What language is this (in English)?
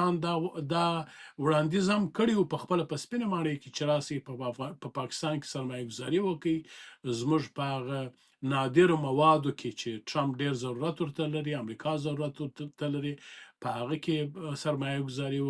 Pashto